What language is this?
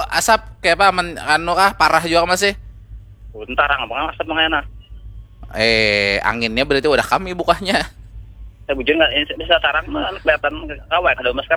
Banjar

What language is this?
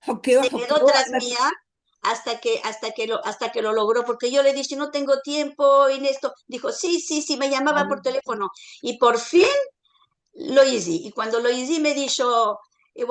Ladino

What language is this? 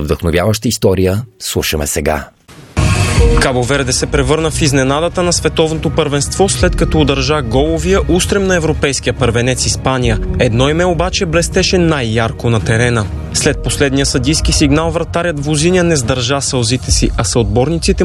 Bulgarian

